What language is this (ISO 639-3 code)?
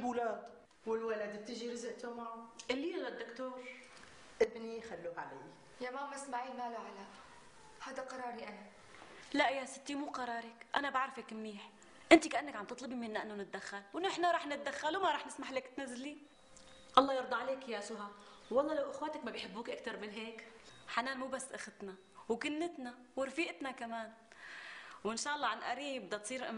apc